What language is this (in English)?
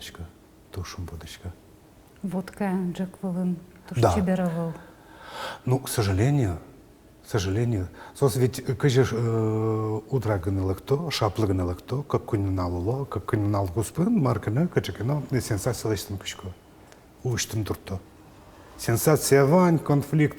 Udmurt